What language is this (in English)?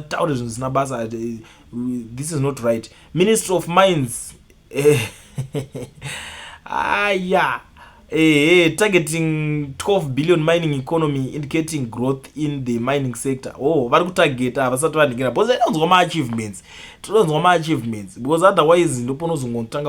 Shona